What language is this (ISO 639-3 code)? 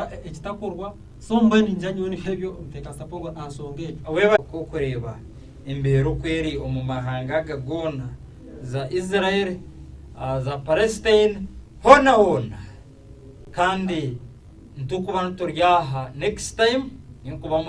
nyn